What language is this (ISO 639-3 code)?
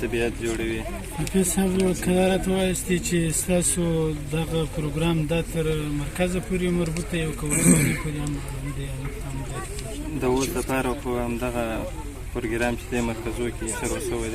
pus